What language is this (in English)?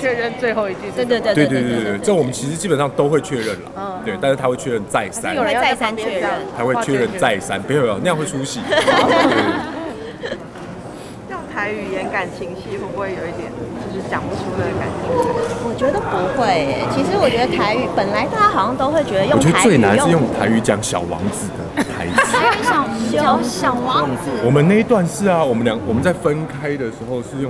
Chinese